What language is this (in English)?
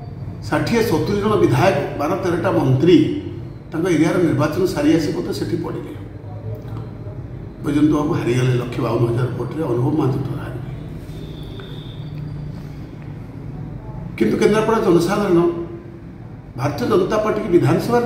Odia